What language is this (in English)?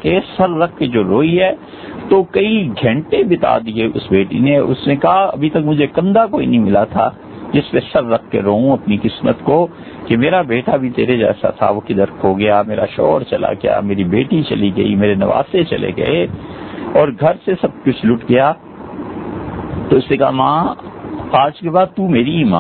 Urdu